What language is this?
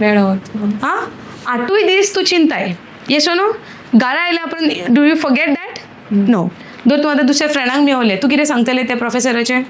Konkani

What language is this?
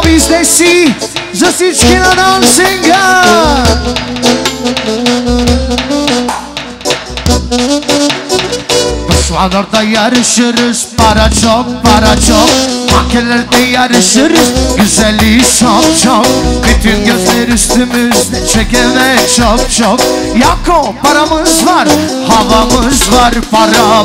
Turkish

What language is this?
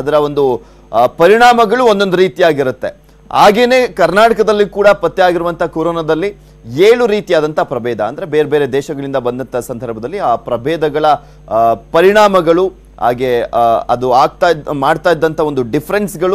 Kannada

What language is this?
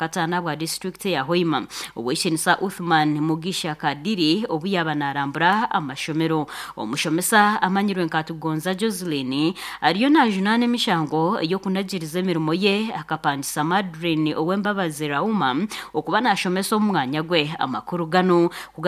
Nyankole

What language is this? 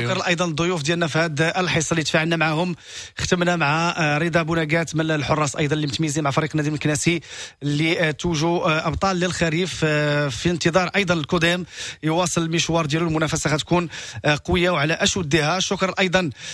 Moroccan Arabic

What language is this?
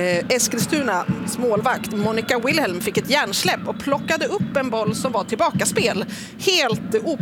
Swedish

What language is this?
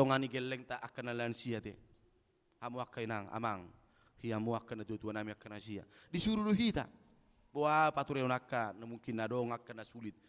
Batak Toba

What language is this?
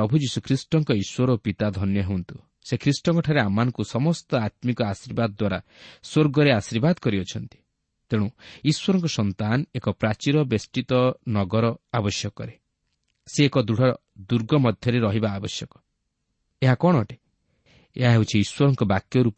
Odia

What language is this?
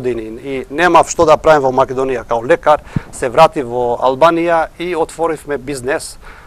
Macedonian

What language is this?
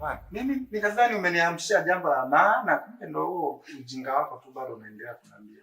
Swahili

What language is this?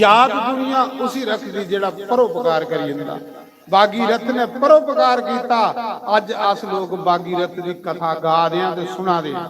Dogri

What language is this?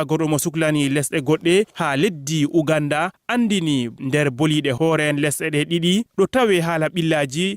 Fula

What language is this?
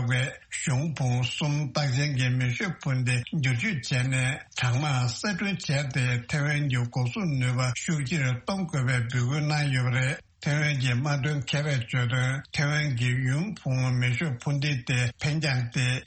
Tibetan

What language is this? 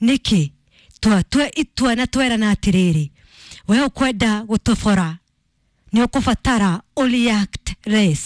Kikuyu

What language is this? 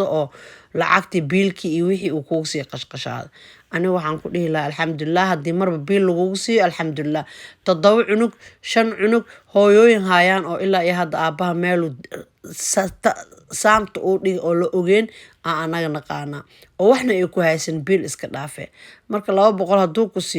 Somali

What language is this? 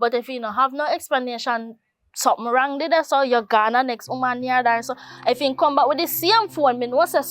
Jamaican Creole English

